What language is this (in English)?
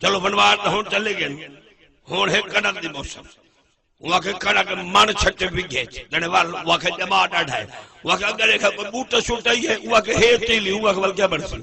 Saraiki